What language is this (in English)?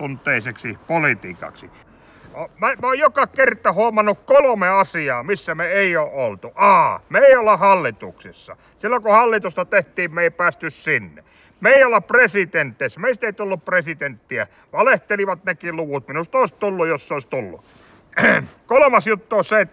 Finnish